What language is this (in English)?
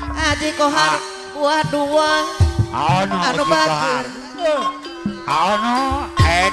Sundanese